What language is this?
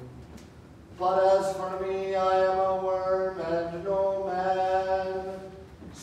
English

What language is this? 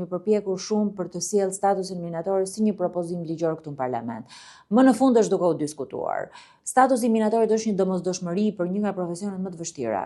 Albanian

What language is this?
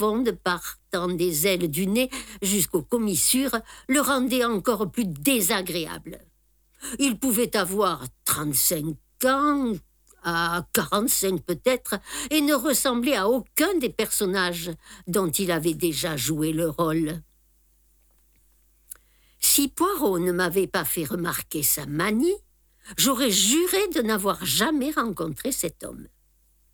French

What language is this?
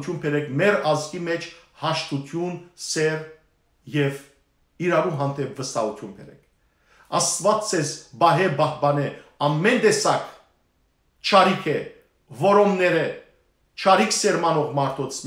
Western Armenian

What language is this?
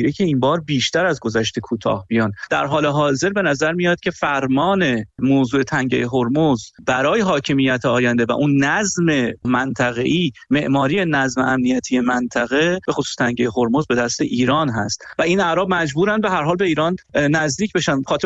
Persian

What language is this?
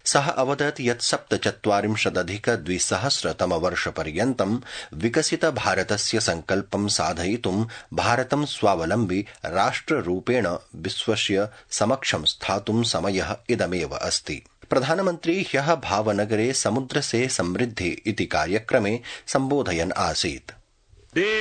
Sanskrit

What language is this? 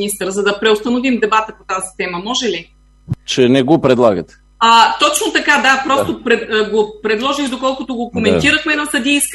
Bulgarian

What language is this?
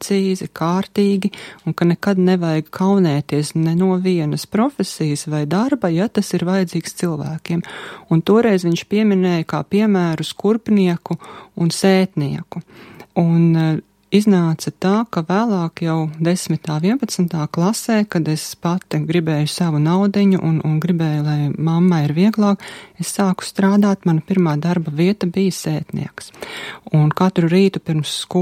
Latvian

